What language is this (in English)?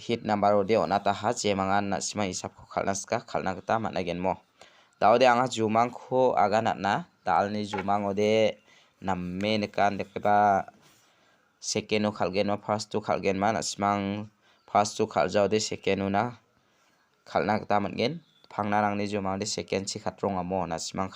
Garo